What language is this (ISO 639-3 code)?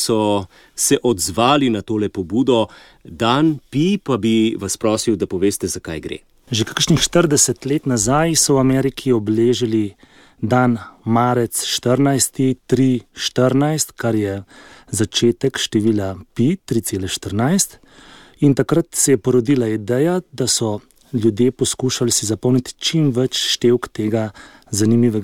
slv